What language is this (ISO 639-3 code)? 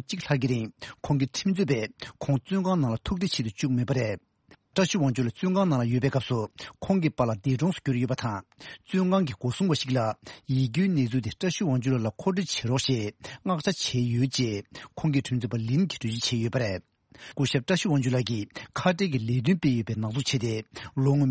bod